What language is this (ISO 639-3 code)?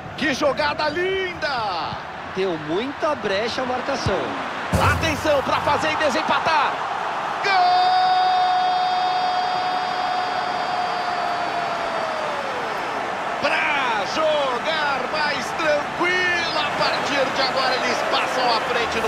por